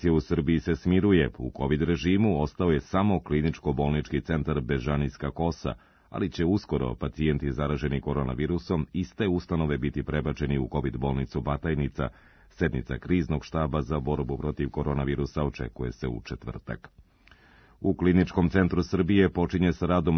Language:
Serbian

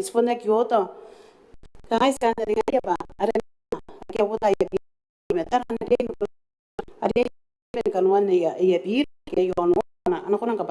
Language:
Gilbertese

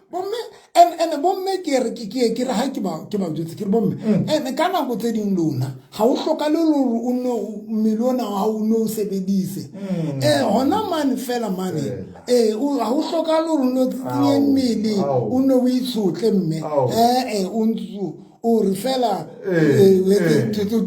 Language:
Southern Sotho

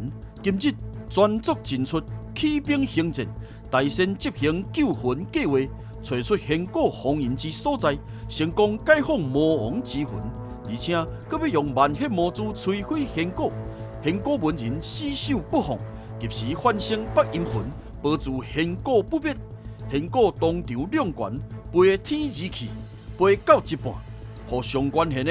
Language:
Min Nan Chinese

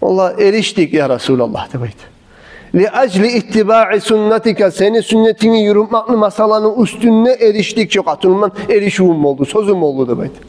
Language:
Kumyk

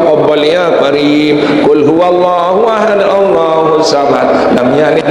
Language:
Sasak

